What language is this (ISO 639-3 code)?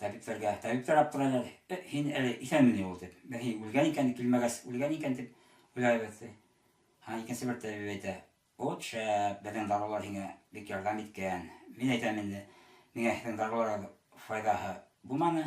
bak